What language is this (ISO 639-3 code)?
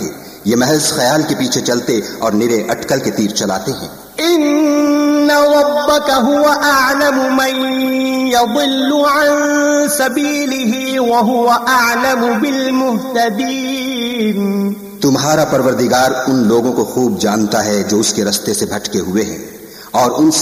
urd